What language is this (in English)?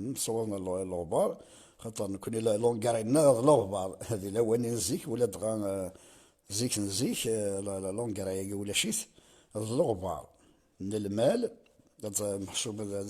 Kabyle